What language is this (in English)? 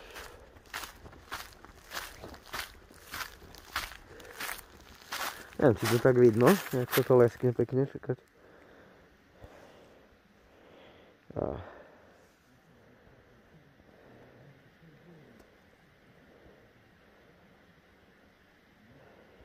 Slovak